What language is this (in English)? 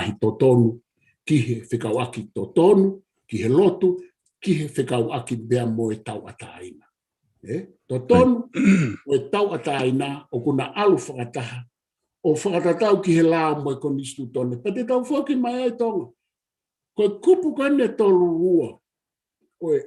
Tongan